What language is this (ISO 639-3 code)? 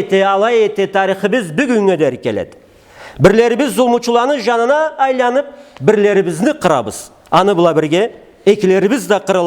krc